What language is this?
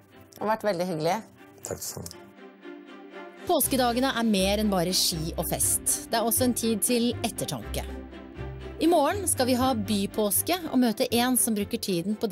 Norwegian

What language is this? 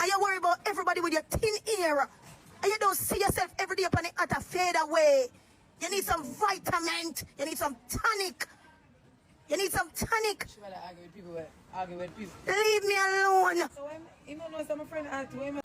Jamaican Creole English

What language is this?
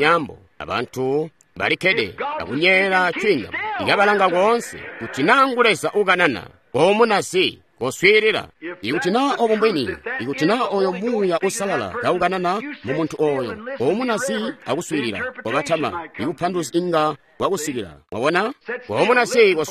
Tonga (Zambia)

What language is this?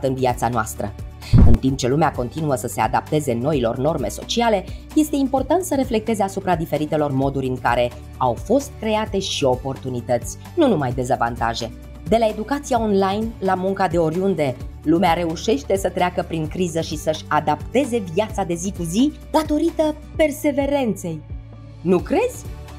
Romanian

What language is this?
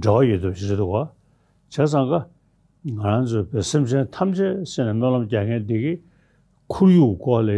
Tibetan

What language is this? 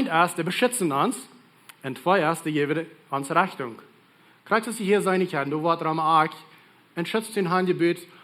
Plautdietsch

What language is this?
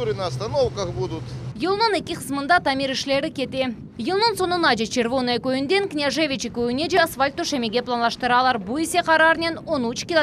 Crimean Tatar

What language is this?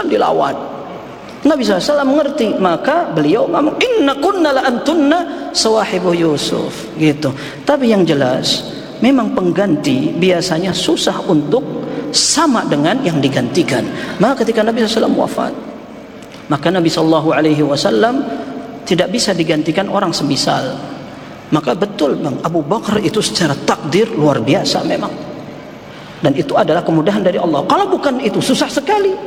Indonesian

